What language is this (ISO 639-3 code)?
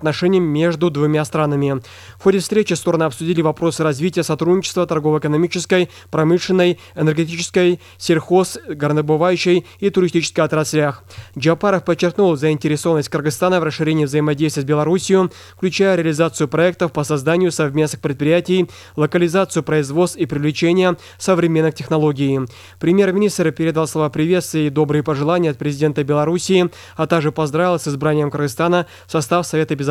rus